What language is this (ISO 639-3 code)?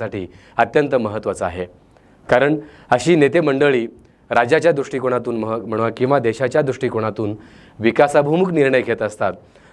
mar